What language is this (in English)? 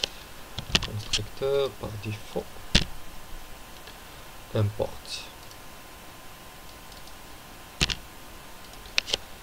Moroccan Arabic